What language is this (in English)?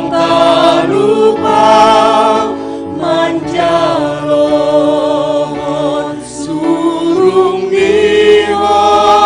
Batak Simalungun